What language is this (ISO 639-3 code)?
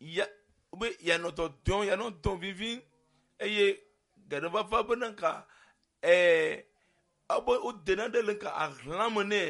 ewe